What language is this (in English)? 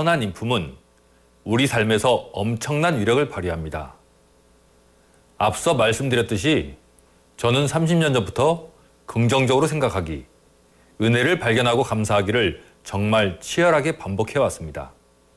Korean